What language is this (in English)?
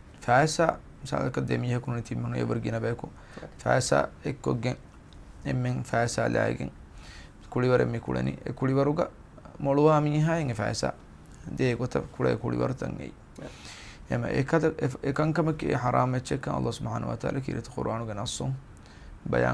Divehi